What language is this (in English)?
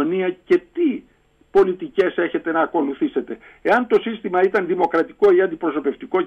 Greek